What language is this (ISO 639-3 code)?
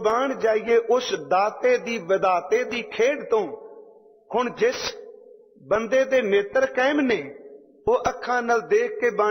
pan